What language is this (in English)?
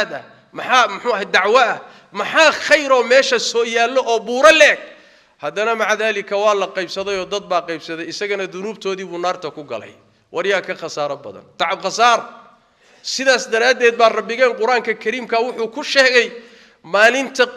Somali